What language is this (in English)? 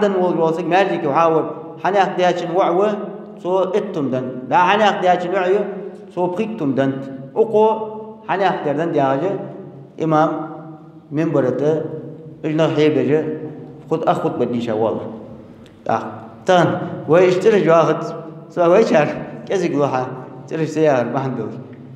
Ingush